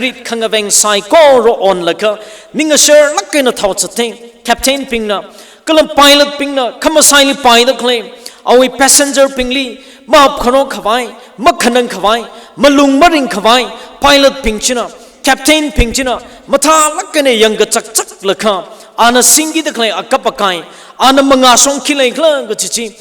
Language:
Tangkhul Naga (India)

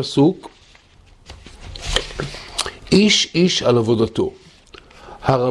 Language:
Hebrew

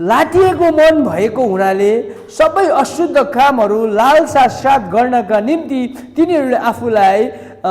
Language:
Nepali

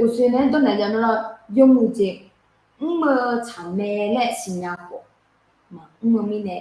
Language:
Akha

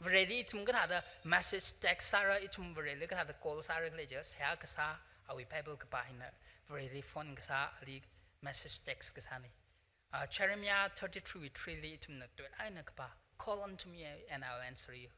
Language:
Tangkhul Naga (India)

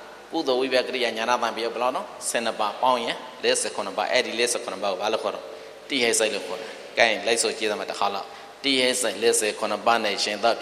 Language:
Burmese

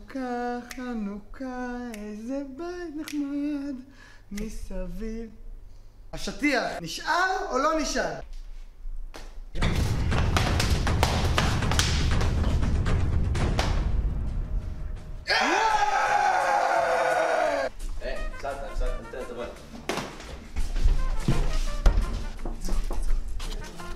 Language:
Hebrew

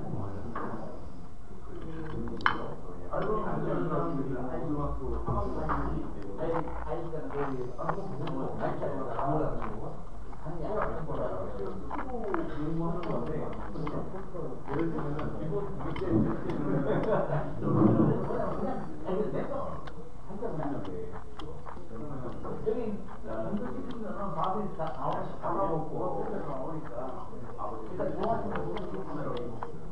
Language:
Korean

